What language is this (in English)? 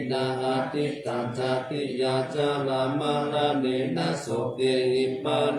Pali